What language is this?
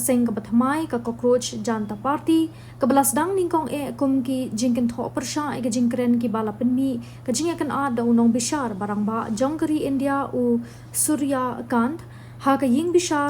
Khasi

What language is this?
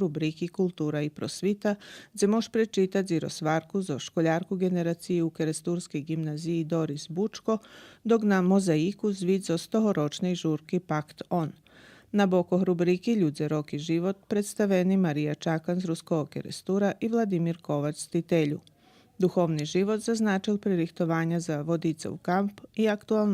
Rusyn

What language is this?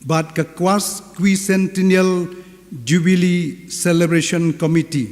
Khasi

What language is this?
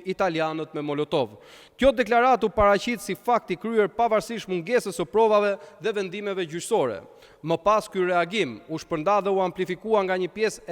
Albanian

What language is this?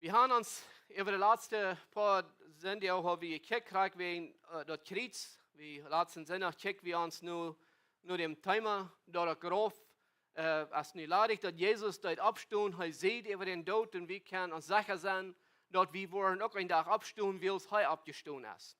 Plautdietsch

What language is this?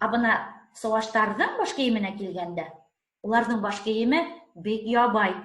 Bashkir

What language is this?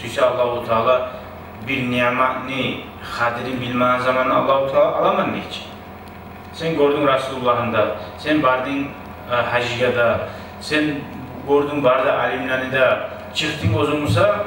Kumyk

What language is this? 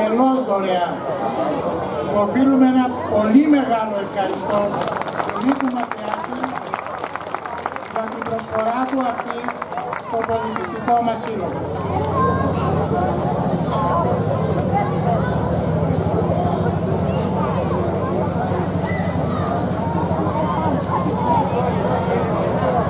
Greek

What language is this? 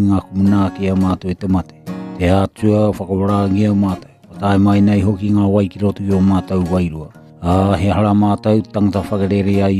Māori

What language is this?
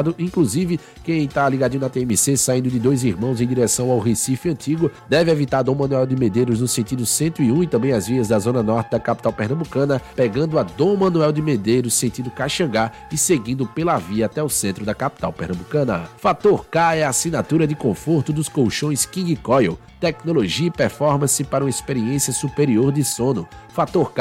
Portuguese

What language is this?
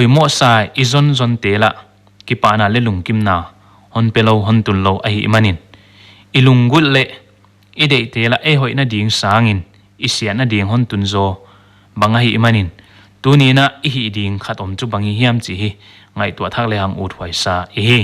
Paite Chin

